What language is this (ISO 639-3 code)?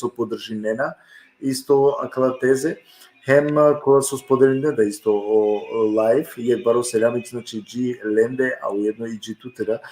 rmn